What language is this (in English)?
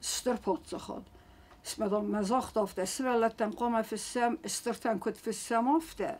Ossetic